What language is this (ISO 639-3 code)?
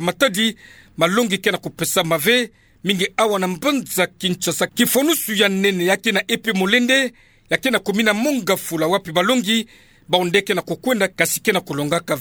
ktu